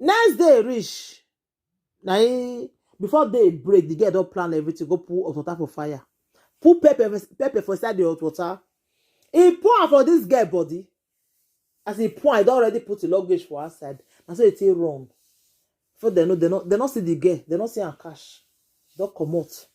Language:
Nigerian Pidgin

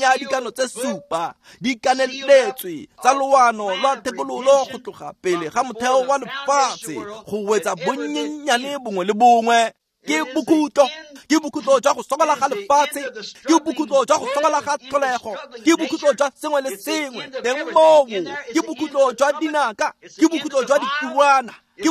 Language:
Tswana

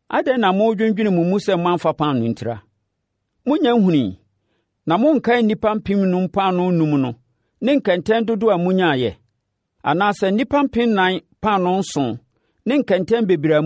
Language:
Akan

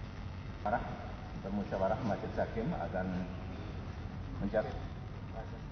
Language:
Indonesian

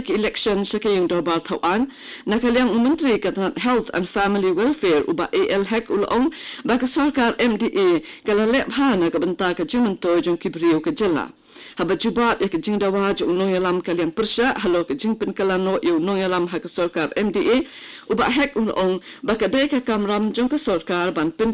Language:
Khasi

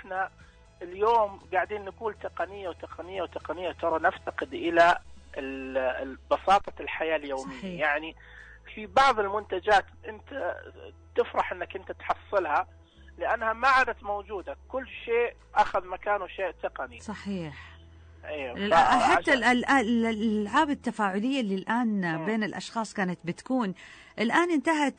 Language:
Najdi Arabic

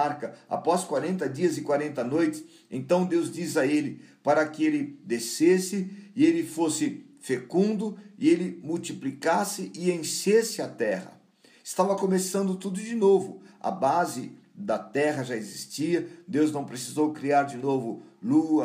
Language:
Portuguese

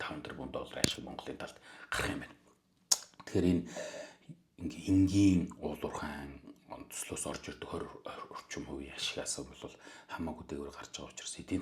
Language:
Mongolian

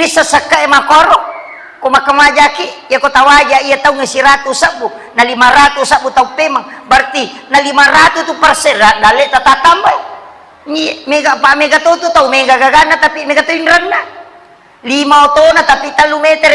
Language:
Buginese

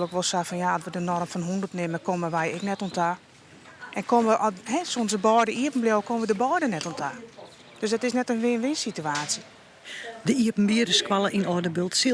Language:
Western Frisian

